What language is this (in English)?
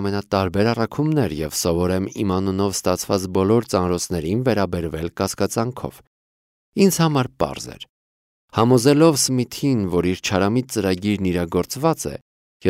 Armenian